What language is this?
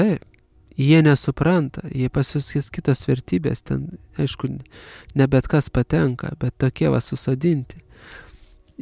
Lithuanian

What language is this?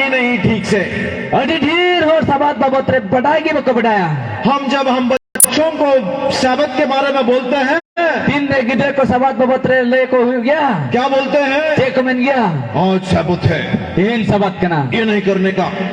Santali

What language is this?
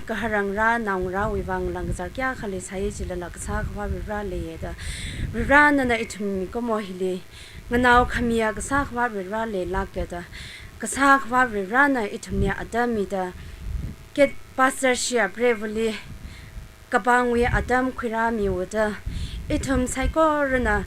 Tangkhul Naga (India)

